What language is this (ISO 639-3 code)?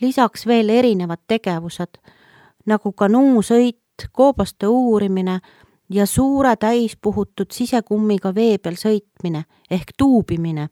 est